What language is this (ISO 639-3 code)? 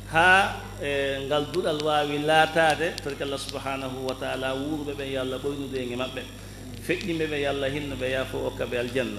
ful